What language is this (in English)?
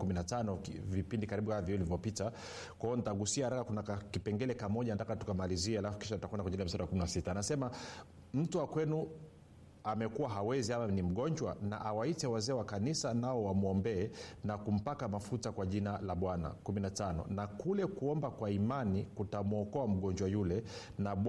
Swahili